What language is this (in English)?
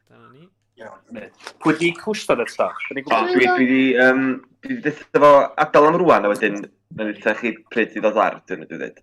Welsh